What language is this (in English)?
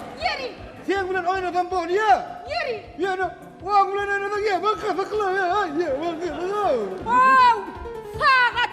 Turkmen